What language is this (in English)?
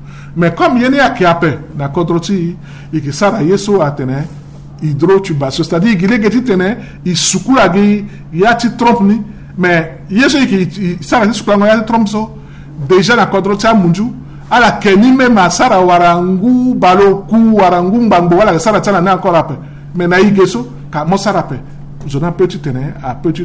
Sango